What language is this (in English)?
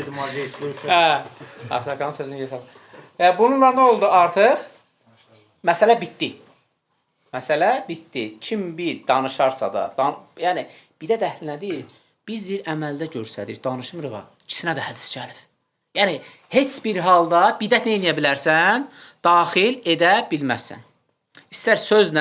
Azerbaijani